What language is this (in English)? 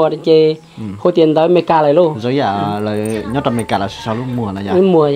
Hmong